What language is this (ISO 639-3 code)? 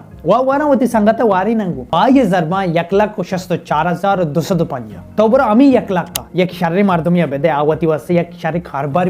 bal